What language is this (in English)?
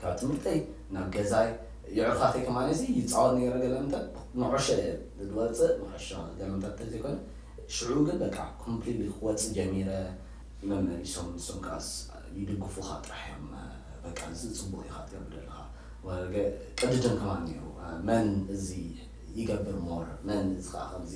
Tigrinya